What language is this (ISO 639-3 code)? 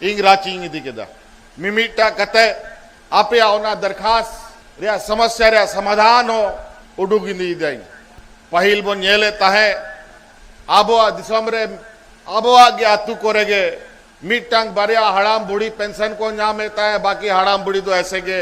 sat